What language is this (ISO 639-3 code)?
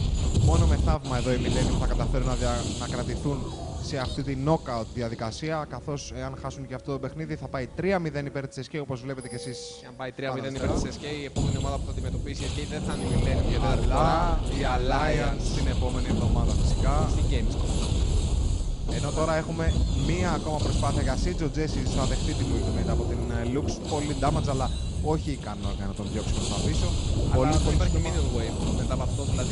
ell